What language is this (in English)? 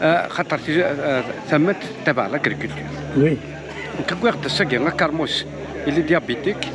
Kabyle